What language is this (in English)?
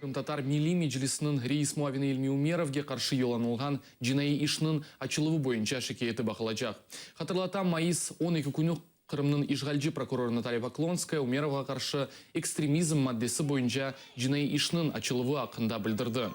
Crimean Tatar